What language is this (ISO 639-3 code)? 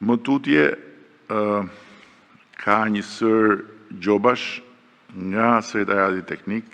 sqi